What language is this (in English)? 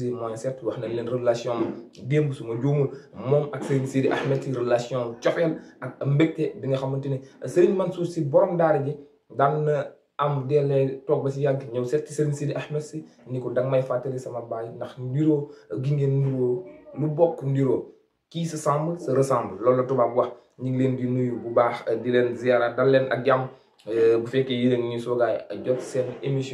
Wolof